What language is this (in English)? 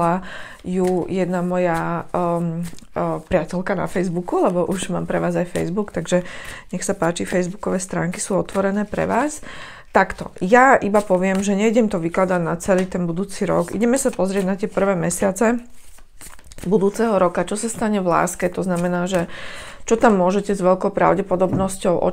Slovak